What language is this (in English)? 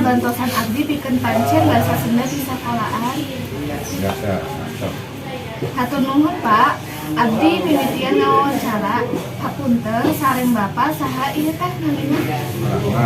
Sundanese